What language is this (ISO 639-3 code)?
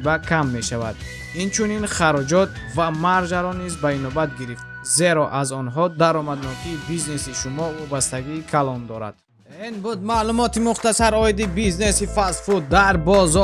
tgk